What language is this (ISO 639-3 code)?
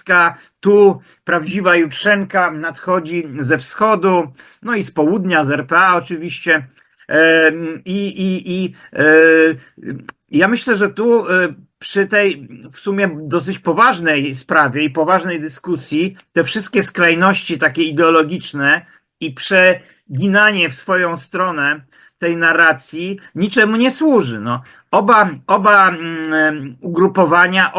pol